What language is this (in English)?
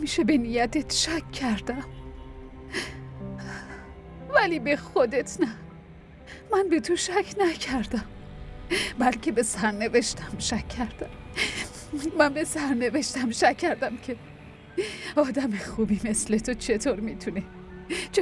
Persian